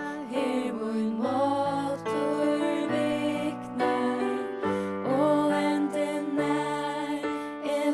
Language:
Faroese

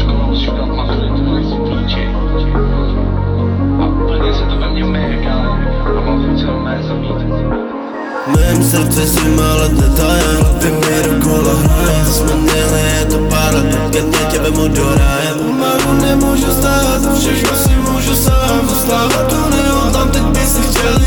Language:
Czech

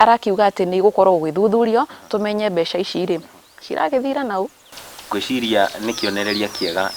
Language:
Kikuyu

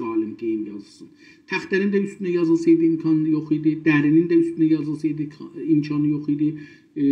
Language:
South Azerbaijani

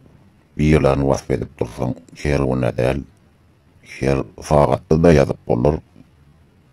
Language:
Turkmen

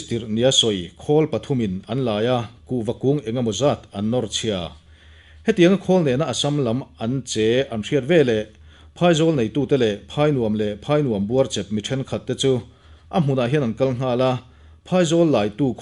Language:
Mizo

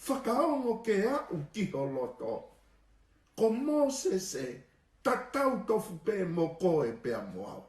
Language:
Tongan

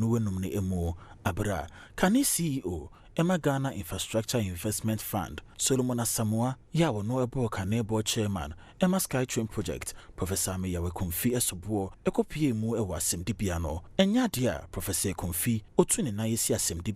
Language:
Akan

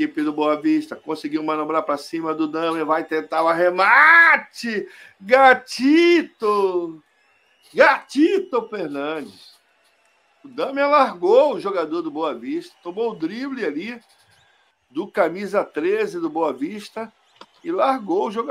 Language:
Portuguese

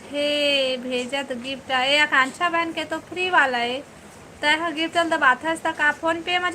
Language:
Chhattisgarhi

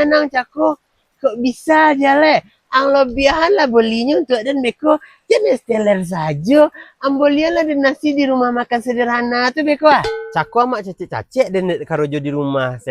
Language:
Minangkabau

